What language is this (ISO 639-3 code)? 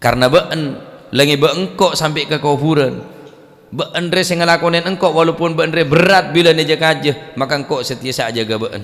mad